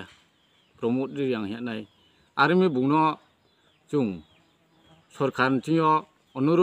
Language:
Riang (India)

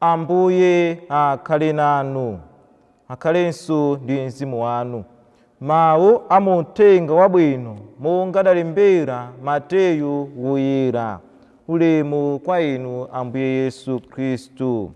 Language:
Nyanja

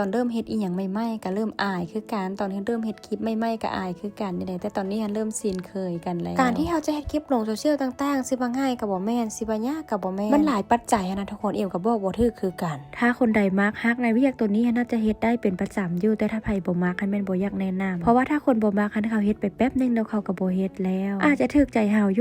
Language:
Lao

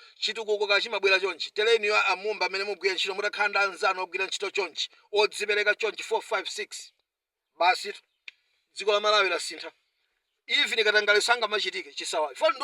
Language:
Nyanja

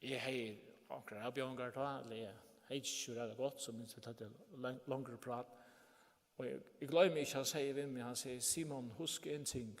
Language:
Faroese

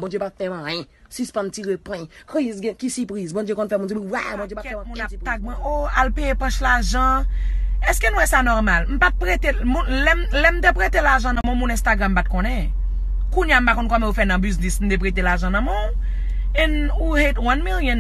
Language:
Haitian Creole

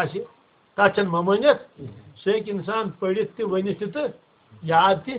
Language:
Kashmiri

